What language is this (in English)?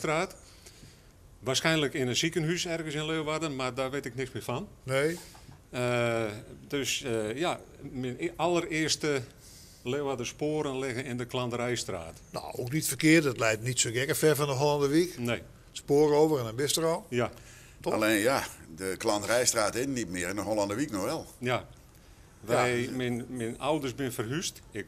Dutch